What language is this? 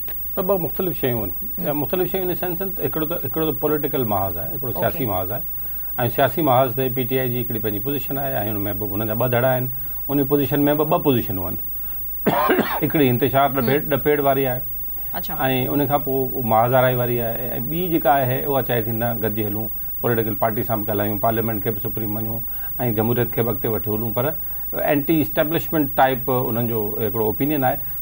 Sindhi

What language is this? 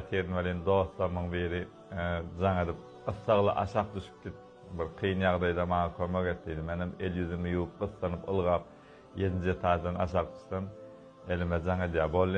Turkmen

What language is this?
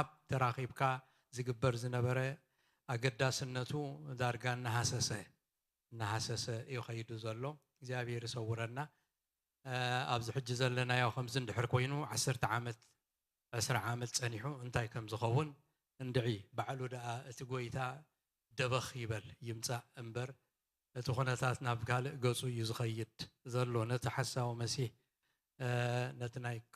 Tigrinya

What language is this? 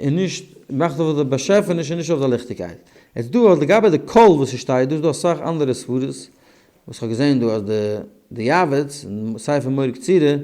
Yiddish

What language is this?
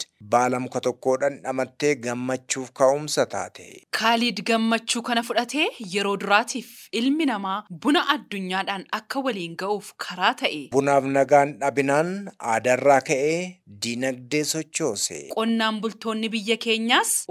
Oromo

